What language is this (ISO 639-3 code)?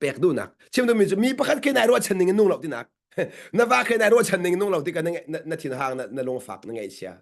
cnh